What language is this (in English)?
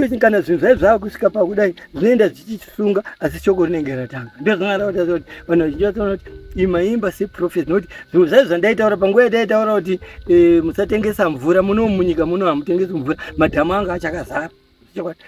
Shona